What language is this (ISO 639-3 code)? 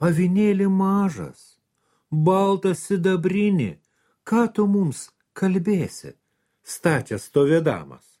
lit